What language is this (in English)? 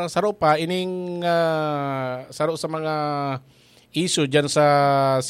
Bikol